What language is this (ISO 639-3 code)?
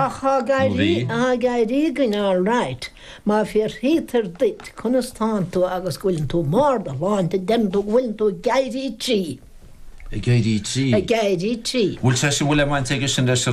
gle